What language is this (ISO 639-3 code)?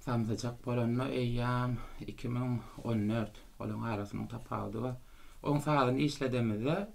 tuk